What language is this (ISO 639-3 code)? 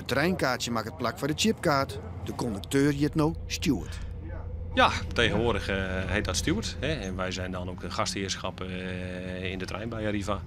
fry